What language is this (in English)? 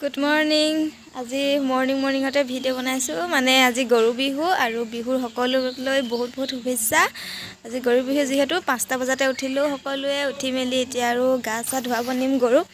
Assamese